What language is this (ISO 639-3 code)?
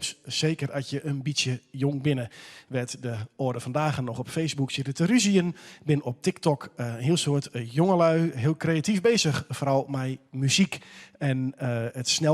fry